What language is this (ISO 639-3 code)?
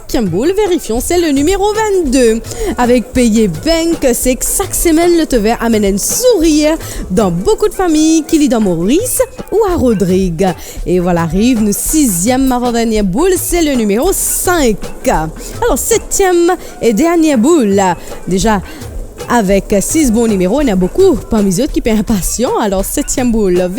mfe